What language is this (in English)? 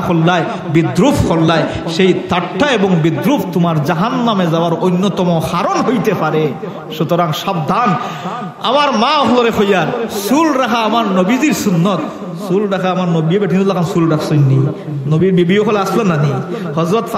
Sylheti